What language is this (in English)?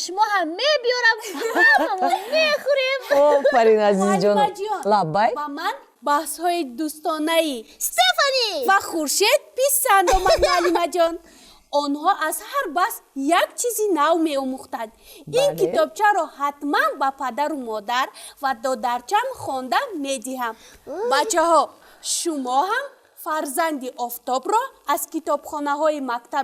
Tajik